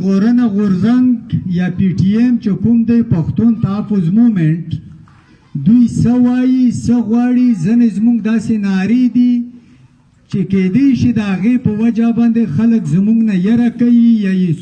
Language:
Pashto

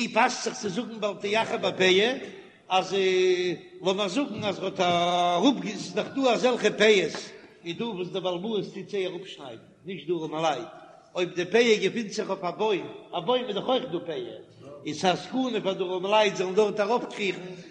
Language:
Yiddish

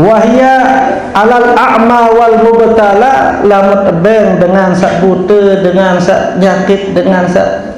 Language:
Sasak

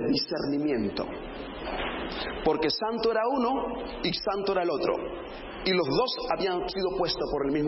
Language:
Spanish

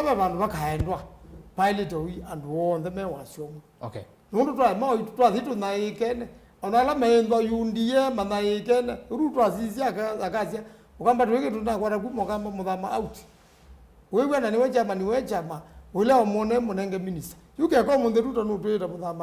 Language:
Kamba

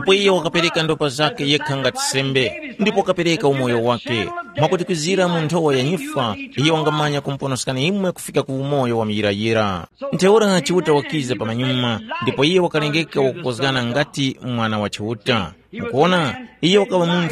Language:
Tumbuka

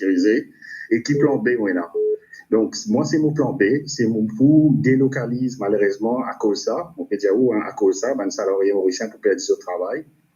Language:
Morisyen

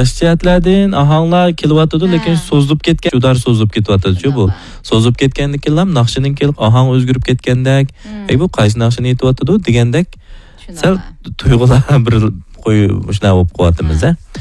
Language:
Uyghur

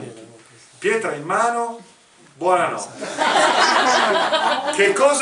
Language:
Italian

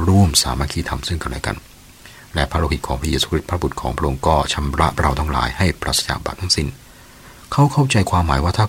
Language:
Thai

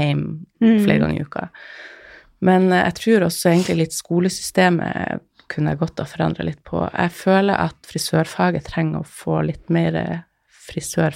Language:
Norwegian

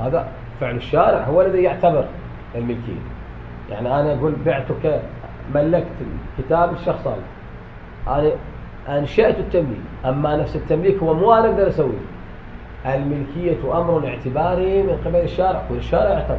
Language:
Mesopotamian Arabic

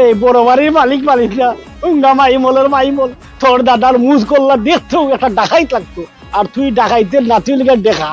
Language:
Sylheti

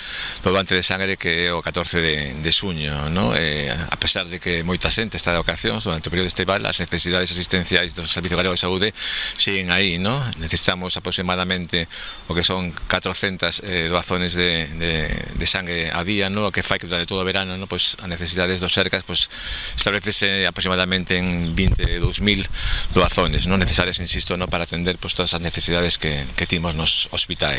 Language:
Galician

